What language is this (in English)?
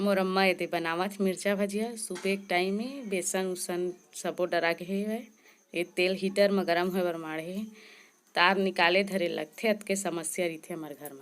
Chhattisgarhi